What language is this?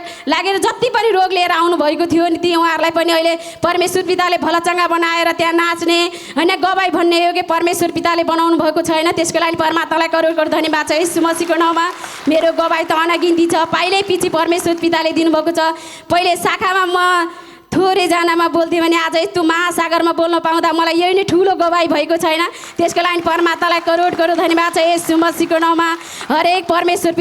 Nepali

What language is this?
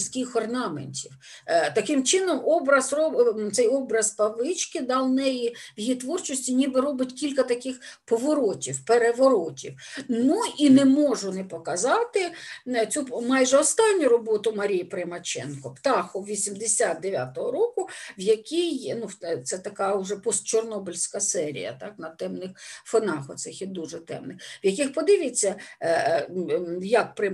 Ukrainian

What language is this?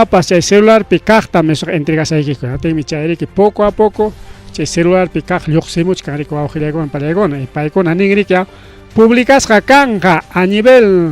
Ayacucho Quechua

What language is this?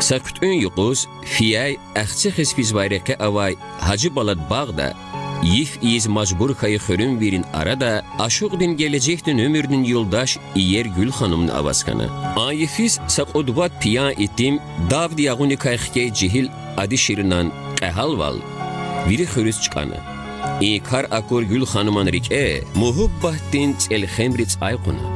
Lezghian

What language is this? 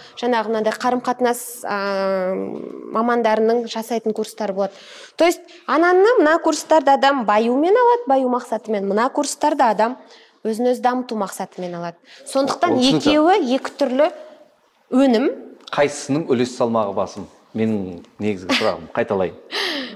Kazakh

